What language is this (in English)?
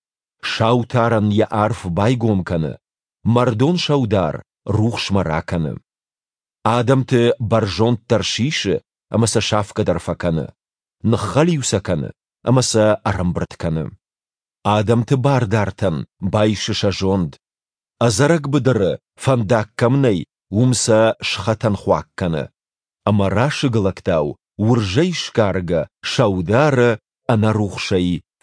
Ossetic